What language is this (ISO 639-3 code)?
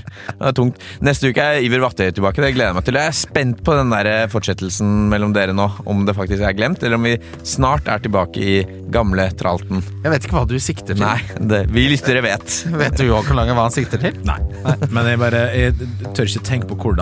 nor